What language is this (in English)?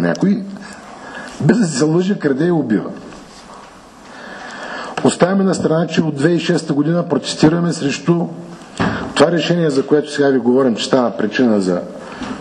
Bulgarian